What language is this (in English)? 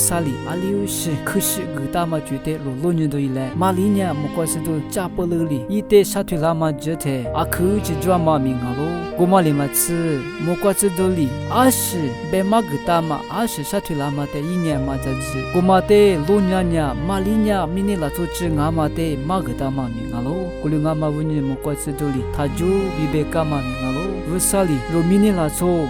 Lisu